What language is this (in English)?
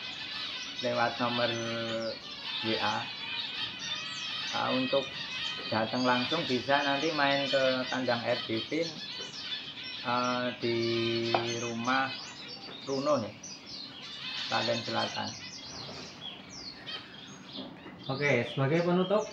Indonesian